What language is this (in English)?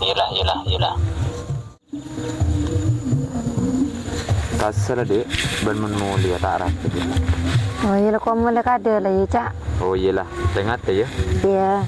Madurese